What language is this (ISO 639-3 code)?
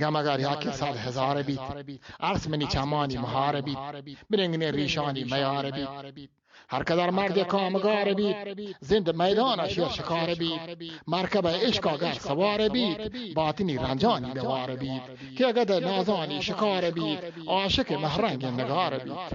bgp